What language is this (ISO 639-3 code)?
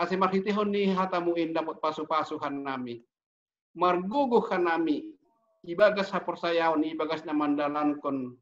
bts